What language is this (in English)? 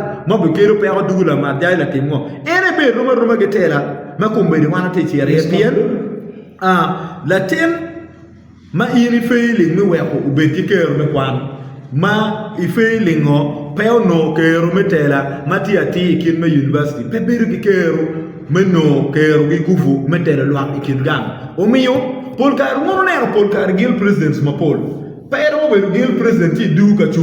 Acoli